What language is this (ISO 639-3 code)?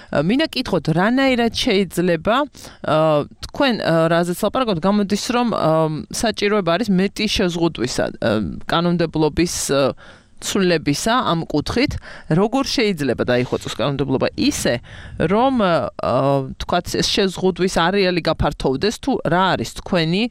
kat